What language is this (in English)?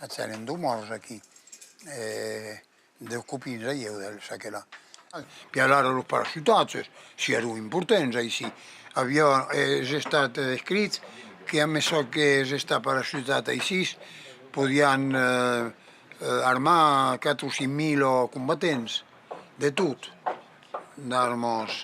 Occitan